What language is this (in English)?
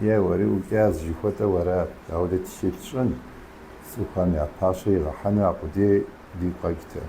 Kabardian